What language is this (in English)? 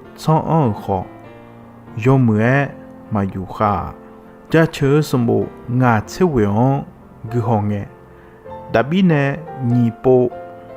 Akha